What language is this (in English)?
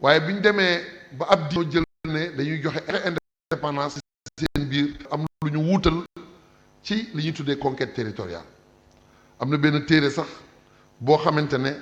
Wolof